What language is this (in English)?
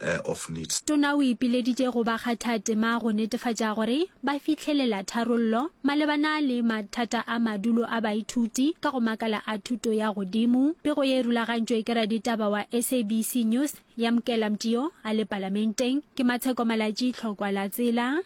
Northern Sotho